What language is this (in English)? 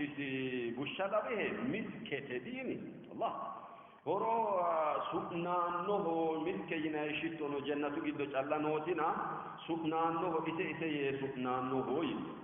Sidamo